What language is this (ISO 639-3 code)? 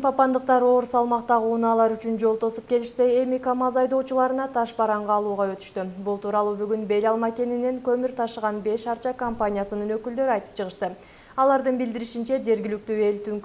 kir